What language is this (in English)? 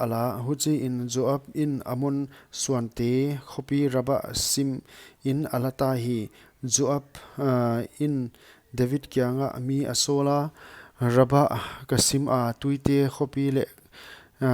Paite Chin